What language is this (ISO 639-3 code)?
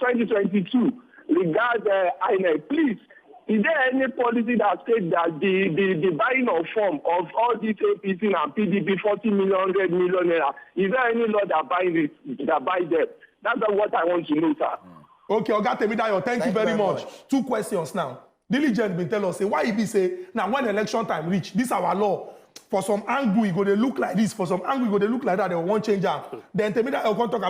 pcm